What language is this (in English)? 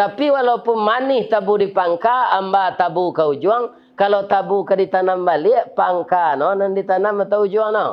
Minangkabau